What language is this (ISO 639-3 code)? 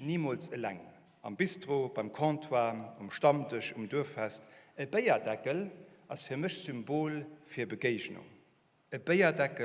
ltz